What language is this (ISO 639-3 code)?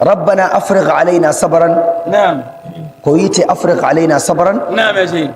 fuv